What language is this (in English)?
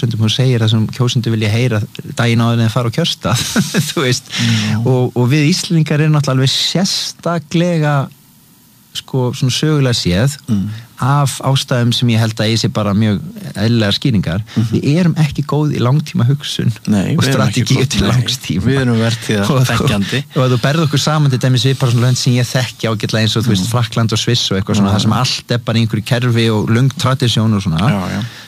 Icelandic